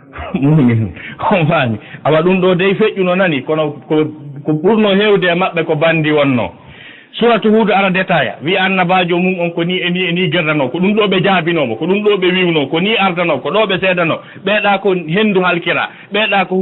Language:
Fula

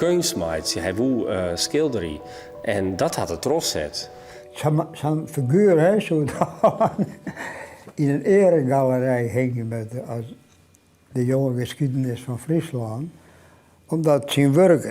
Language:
Western Frisian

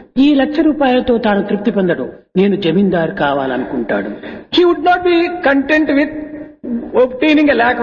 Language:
Telugu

